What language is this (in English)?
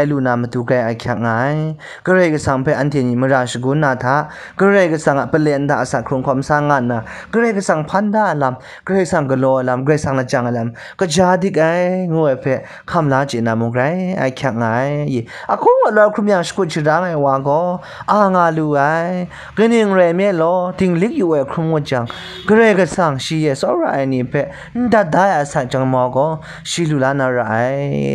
Kachin